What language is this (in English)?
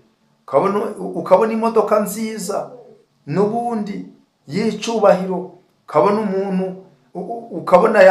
Kinyarwanda